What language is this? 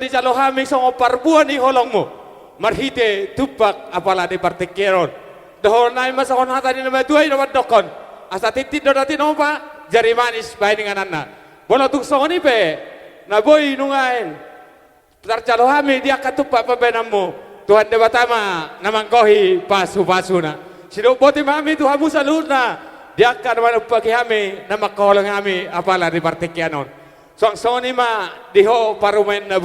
Batak Toba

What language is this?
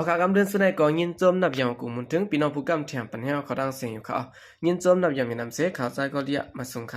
Shan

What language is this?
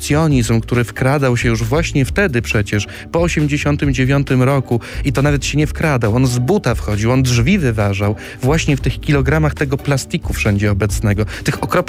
Polish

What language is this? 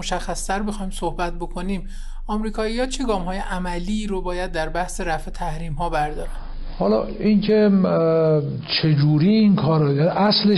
Persian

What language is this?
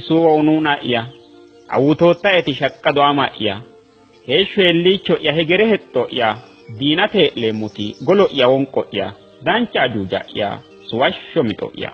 Sidamo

